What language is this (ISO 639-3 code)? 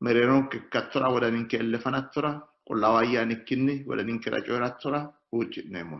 sid